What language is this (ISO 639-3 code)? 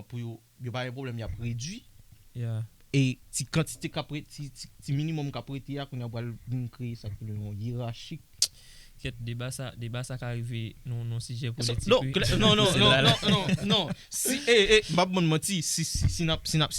hat